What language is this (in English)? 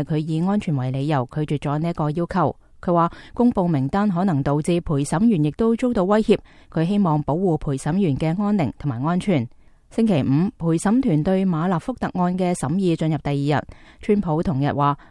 Cantonese